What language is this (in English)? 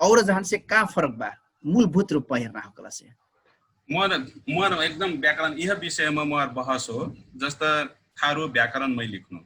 Dangaura Tharu